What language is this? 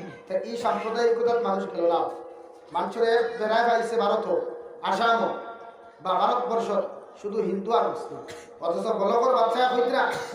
Sylheti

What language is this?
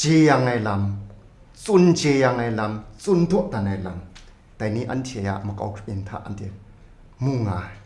Kachin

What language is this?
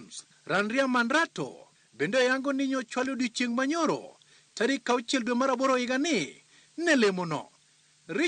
Luo (Kenya and Tanzania)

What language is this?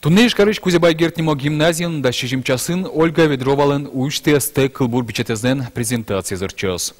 Udmurt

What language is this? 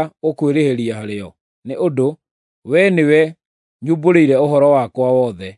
Kikuyu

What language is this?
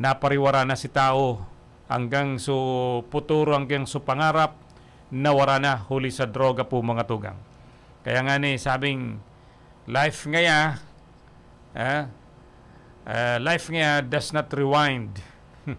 Bikol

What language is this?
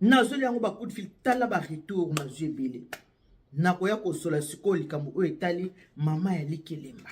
Lingala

